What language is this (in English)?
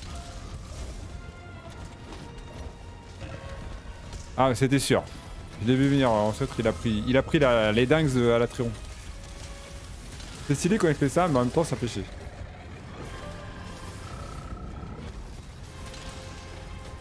French